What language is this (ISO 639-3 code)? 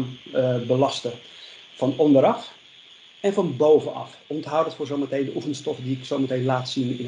nld